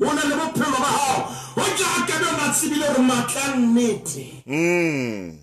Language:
Southern Sotho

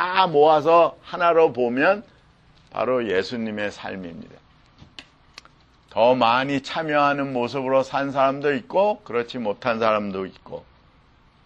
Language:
Korean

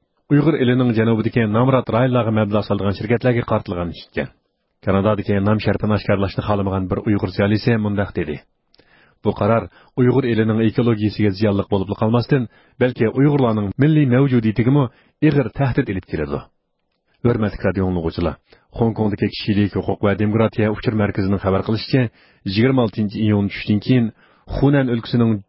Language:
Uyghur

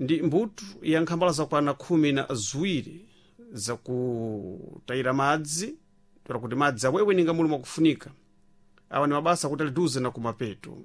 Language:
Sena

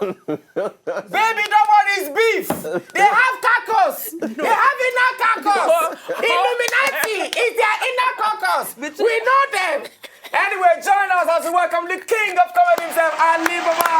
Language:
Nigerian Pidgin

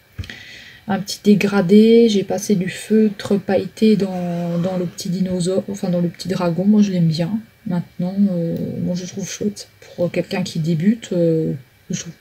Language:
French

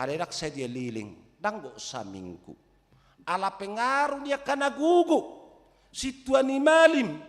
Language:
Batak Toba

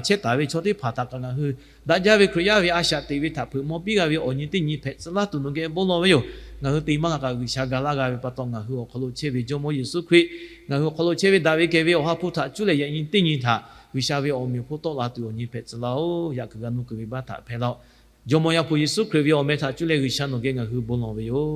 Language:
Lahu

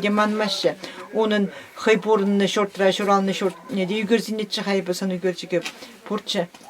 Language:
Chuvash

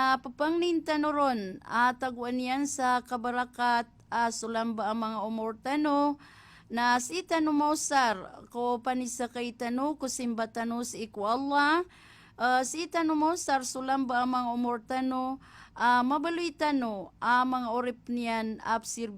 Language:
Maranao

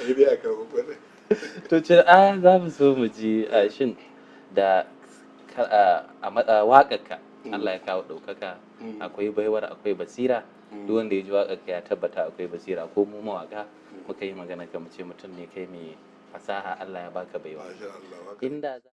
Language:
Hausa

